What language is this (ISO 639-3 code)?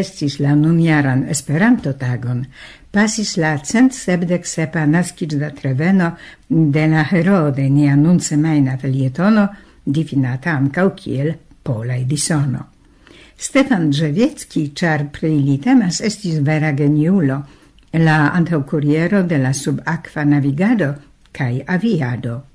epo